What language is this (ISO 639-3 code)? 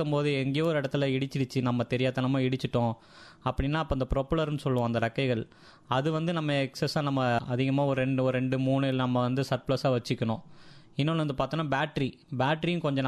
tam